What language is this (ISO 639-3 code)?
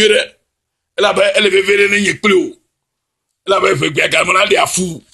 ewe